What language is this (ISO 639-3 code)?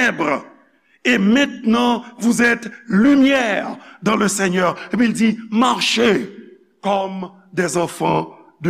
hat